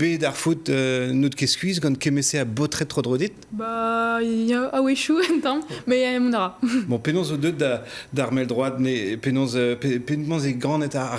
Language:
Breton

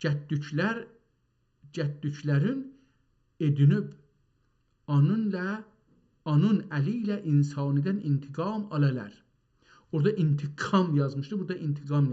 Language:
South Azerbaijani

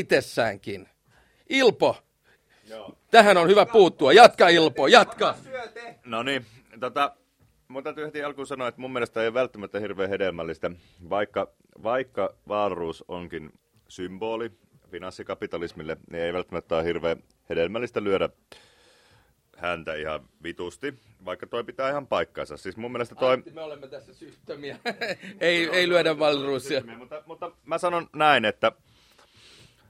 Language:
Finnish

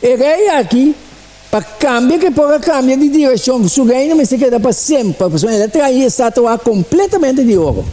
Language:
Papiamento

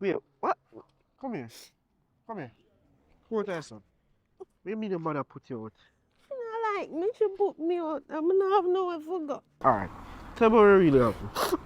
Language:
Jamaican Creole English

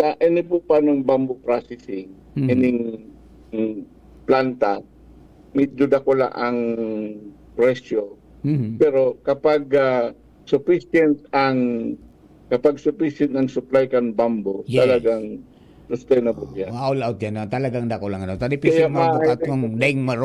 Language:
Bikol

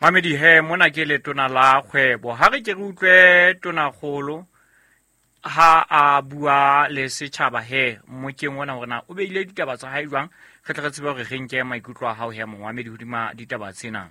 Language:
Southern Sotho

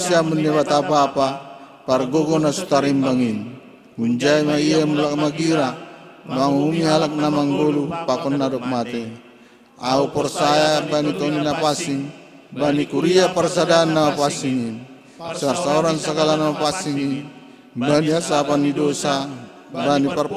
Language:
Batak Simalungun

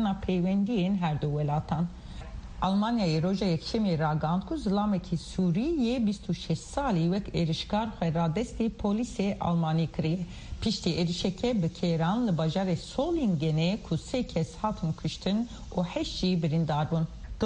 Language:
Kurdish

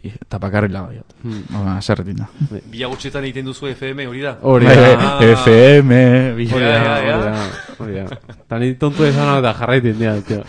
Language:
Basque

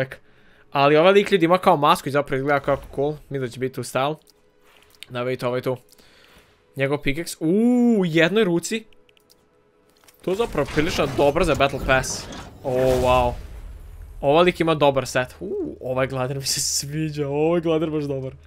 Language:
Croatian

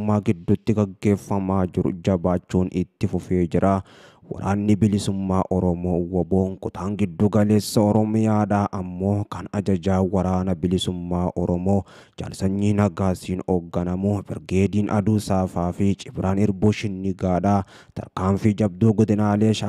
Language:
Oromo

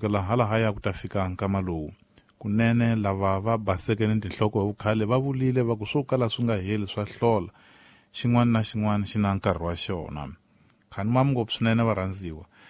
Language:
Tsonga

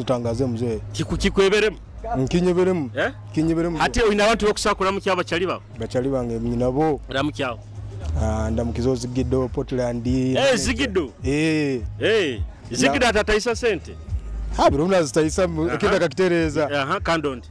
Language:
Nyoro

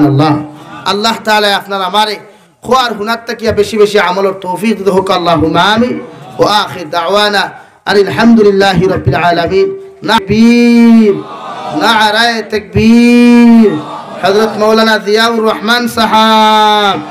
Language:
Sylheti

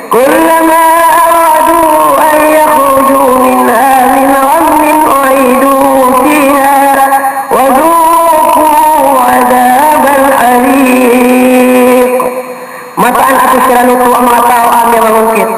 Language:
Maranao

